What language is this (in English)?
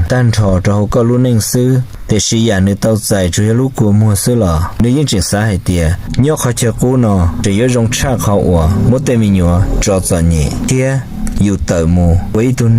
Hmong